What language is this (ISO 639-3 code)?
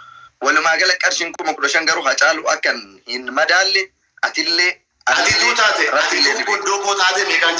orm